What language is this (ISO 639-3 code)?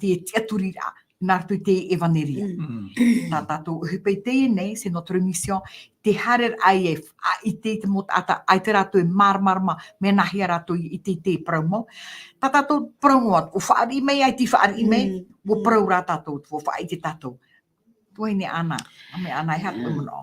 tah